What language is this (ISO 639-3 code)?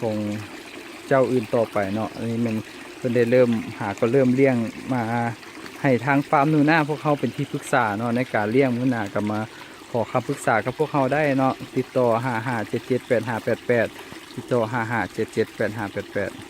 lao